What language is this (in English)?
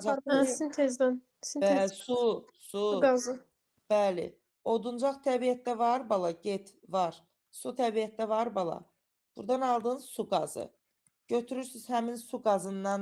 Azerbaijani